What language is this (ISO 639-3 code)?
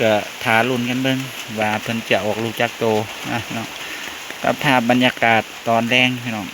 tts